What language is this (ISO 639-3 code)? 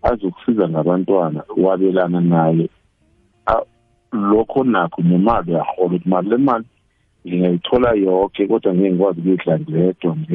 nbl